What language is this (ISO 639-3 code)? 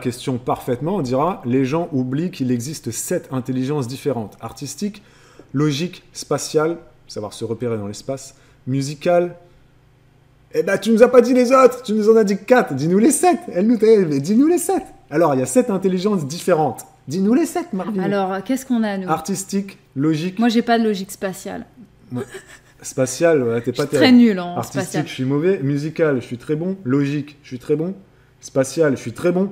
fra